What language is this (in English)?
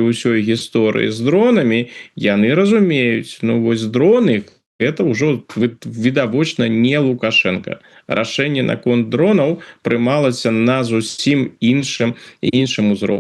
Belarusian